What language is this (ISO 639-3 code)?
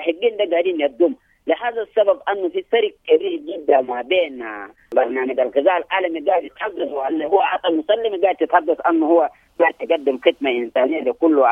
apd